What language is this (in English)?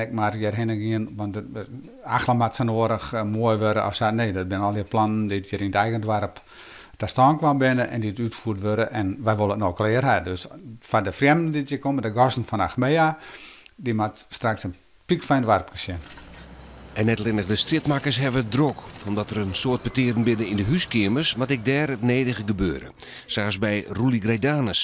Western Frisian